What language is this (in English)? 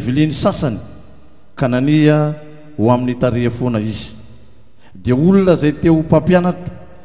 Malagasy